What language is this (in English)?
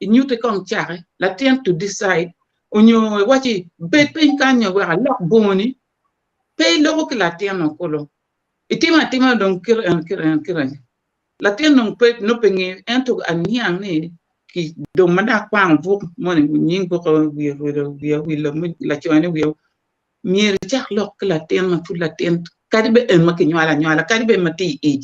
Acoli